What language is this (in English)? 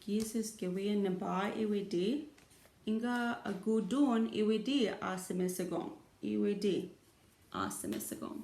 Chippewa